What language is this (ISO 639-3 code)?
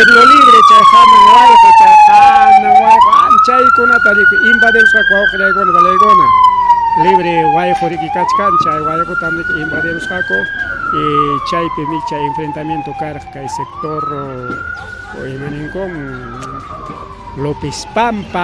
quy